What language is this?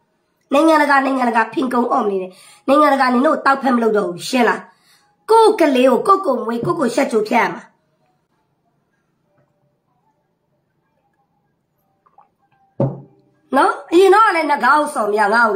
Burmese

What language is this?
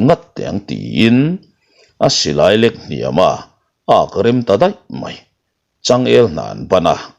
Mizo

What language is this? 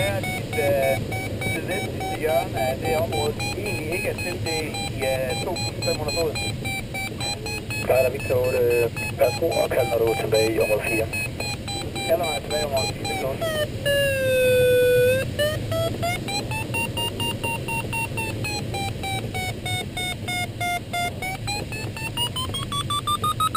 Danish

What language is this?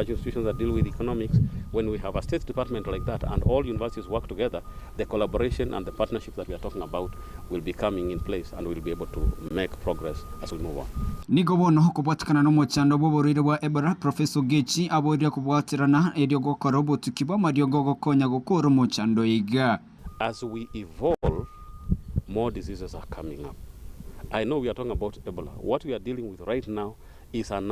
Gusii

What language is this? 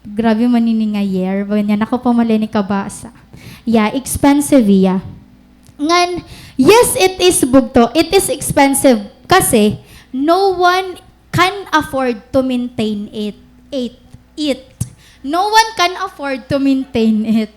Waray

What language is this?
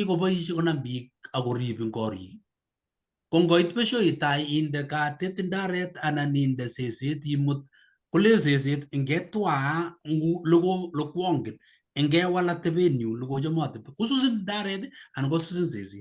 Kalenjin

